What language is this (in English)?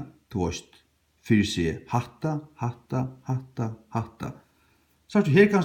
Faroese